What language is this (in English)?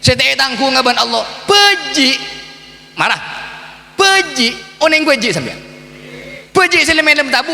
Madurese